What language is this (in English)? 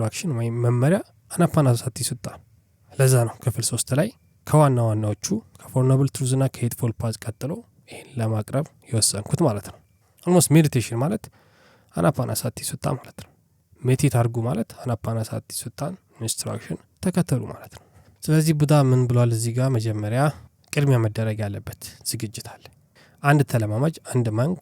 Amharic